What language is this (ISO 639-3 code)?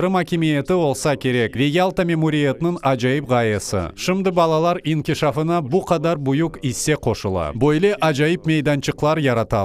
crh